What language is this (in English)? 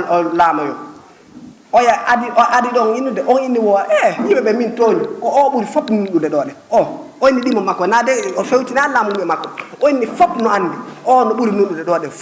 Fula